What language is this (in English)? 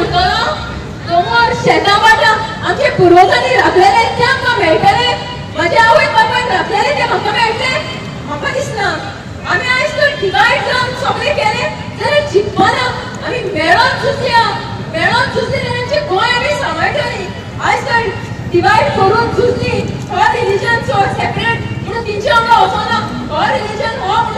Konkani